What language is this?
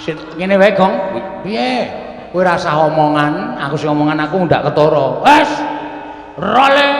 Javanese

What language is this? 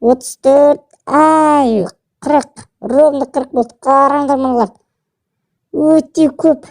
Kazakh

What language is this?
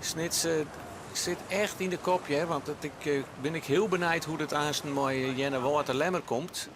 Western Frisian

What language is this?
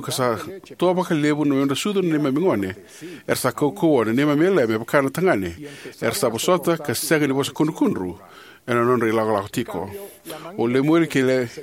Fijian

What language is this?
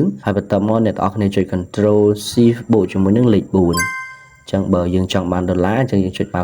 Khmer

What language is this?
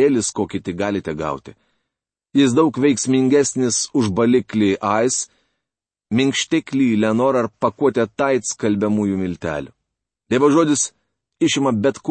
Lithuanian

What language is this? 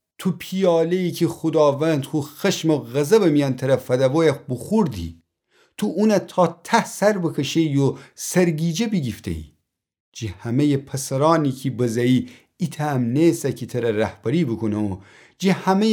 Gilaki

